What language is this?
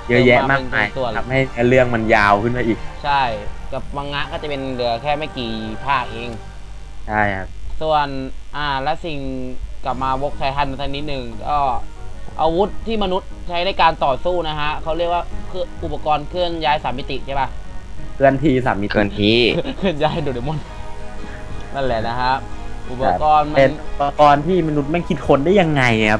Thai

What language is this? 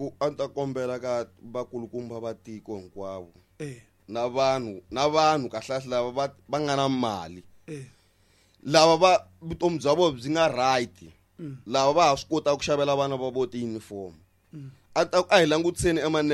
Tsonga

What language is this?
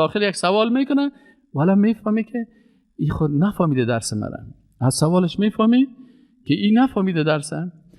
Persian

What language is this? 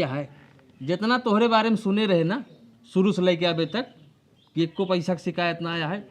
Awadhi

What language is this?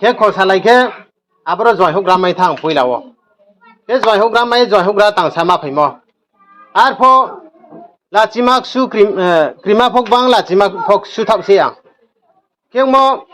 Riang (India)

